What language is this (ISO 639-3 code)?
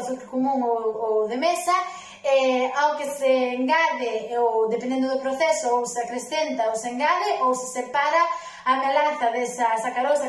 glg